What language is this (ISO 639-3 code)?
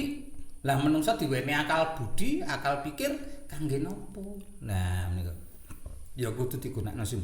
jav